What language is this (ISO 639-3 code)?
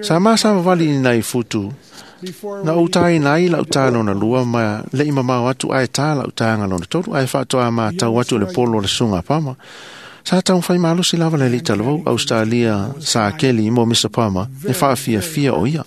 smo